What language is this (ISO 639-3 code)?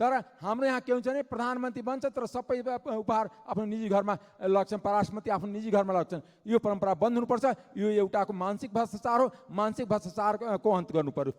nep